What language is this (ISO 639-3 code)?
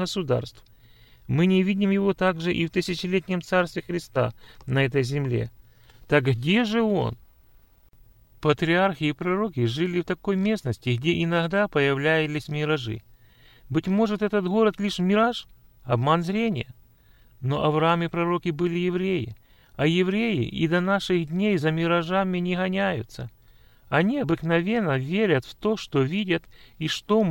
rus